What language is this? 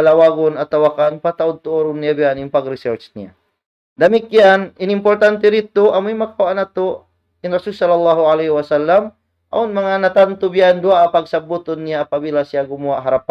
Tausug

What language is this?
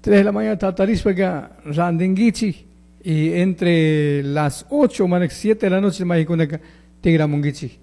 Chimborazo Highland Quichua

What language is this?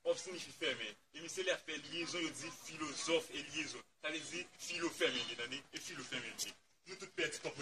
Haitian Creole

